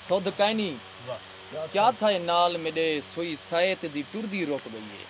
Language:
Saraiki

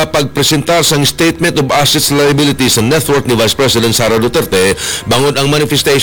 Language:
Hiligaynon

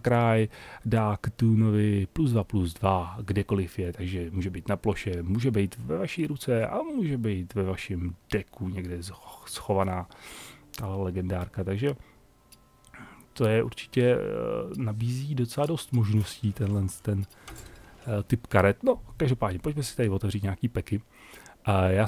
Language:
Czech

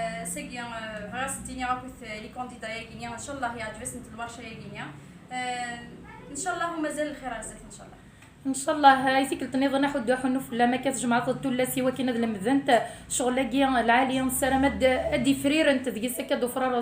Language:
Kabyle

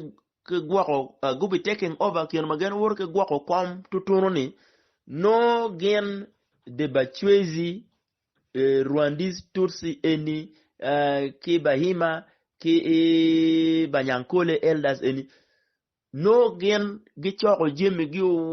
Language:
Acoli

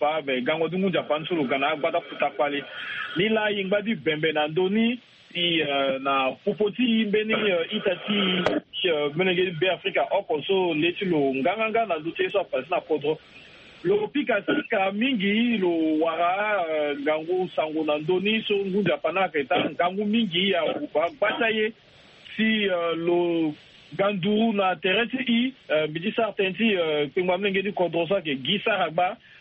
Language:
Sango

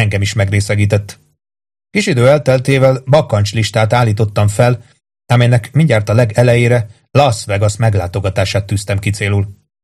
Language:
Hungarian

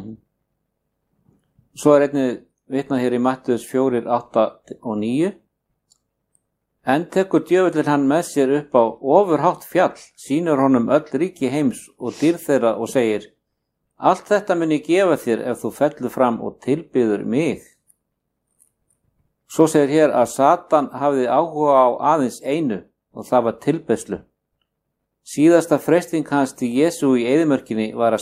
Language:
Icelandic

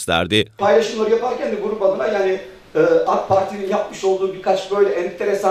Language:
Turkish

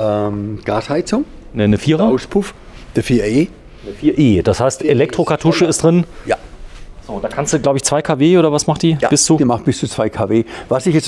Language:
German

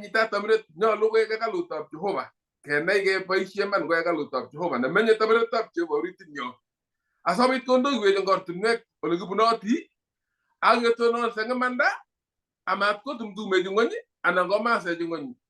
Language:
Kalenjin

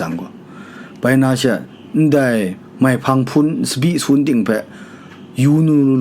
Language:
Kachin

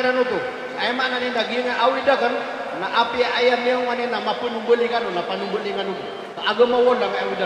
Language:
Maranao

